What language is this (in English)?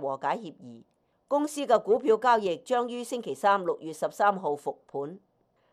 Cantonese